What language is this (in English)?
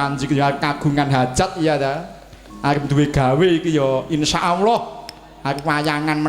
Javanese